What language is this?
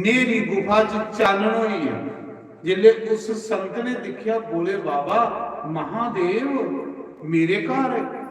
Dogri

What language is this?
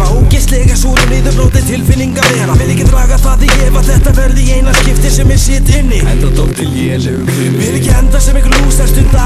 Icelandic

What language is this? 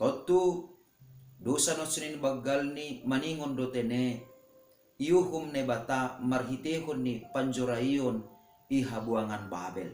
Batak Simalungun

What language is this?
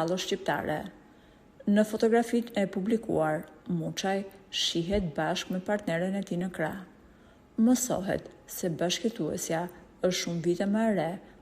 Albanian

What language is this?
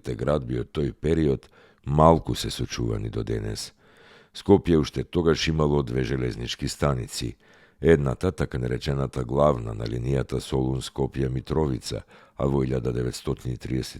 Macedonian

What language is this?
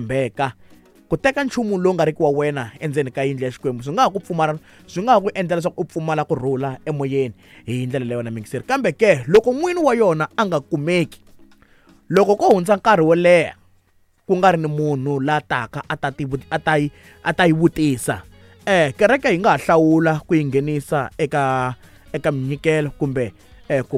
Tsonga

